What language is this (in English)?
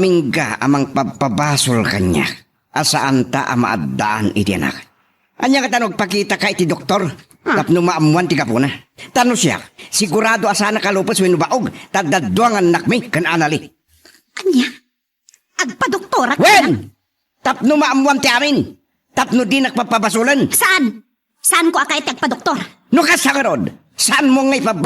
Iloko